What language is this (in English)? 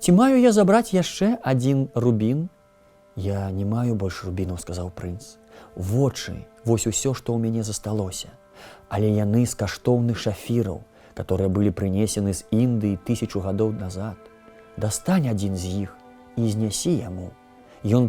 Belarusian